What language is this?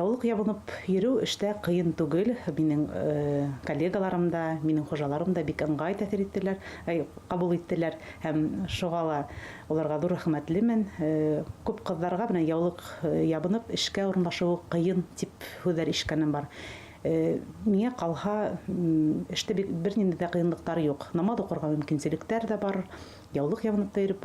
Bashkir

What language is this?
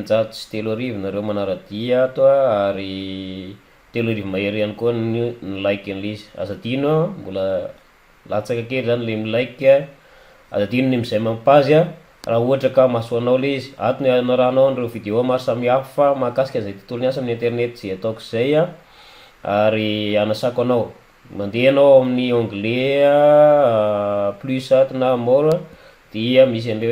Malagasy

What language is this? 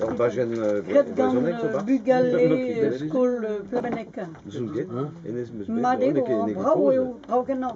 Breton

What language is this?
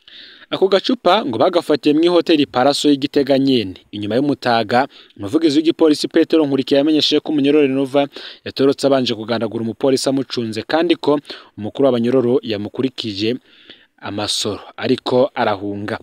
Rundi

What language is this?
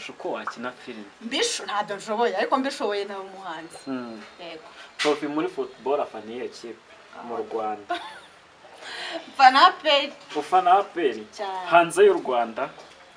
Kinyarwanda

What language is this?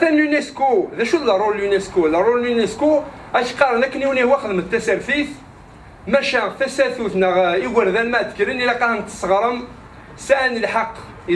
Kabyle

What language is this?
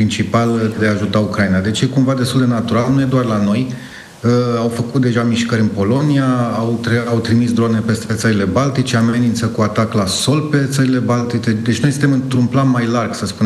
Romanian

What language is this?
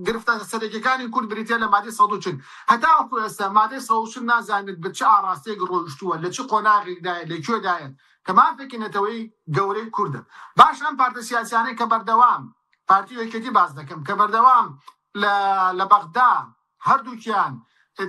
Central Kurdish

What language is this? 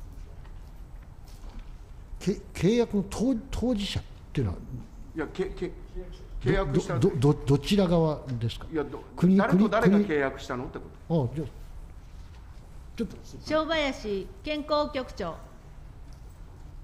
Japanese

